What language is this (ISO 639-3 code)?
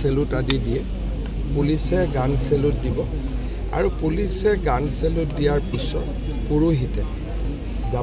asm